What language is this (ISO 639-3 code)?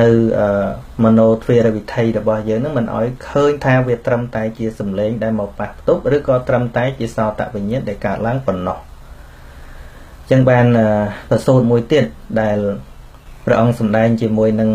khm